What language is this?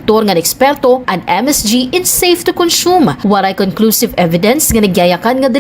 Waray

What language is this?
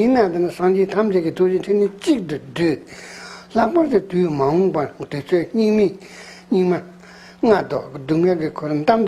Tibetan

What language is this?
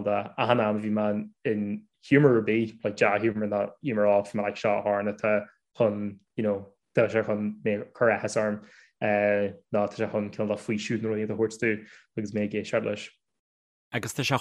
Irish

